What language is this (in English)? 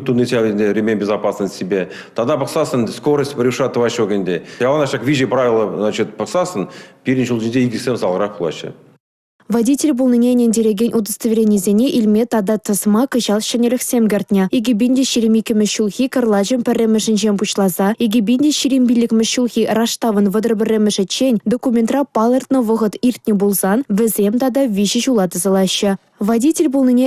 Chuvash